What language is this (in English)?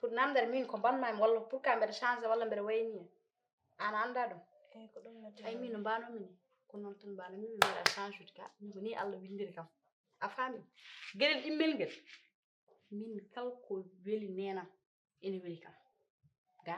Fula